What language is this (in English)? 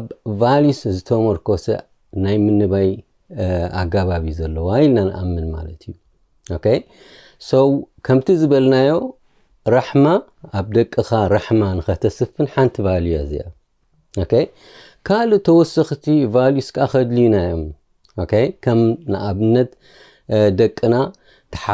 Tigrinya